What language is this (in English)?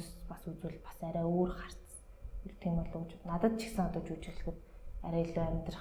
Mongolian